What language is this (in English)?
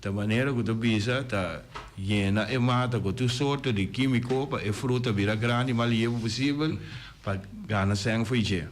Papiamento